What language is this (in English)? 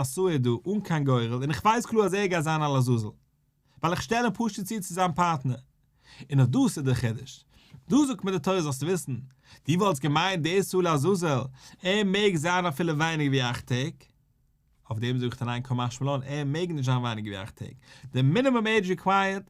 Yiddish